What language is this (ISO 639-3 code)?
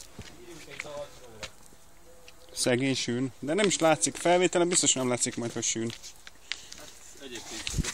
hun